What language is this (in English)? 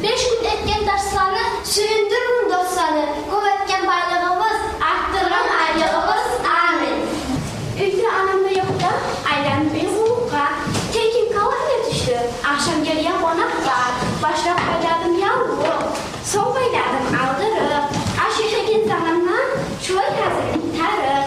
Kumyk